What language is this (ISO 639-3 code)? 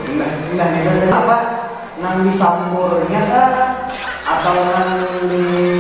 bjn